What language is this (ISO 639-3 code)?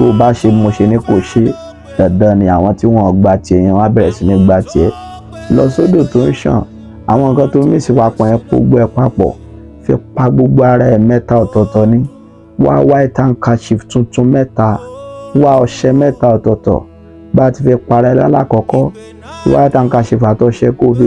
yor